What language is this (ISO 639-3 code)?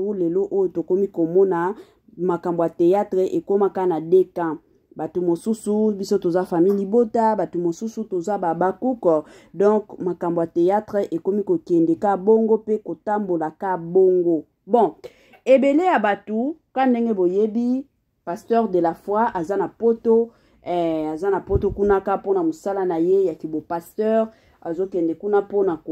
lin